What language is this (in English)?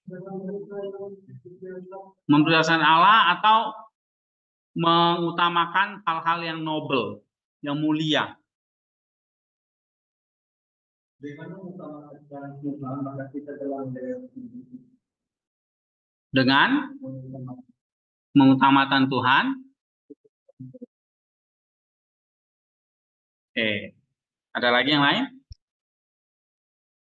Indonesian